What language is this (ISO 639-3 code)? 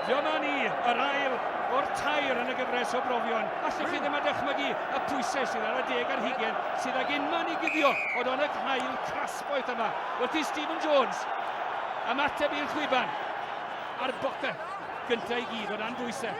cym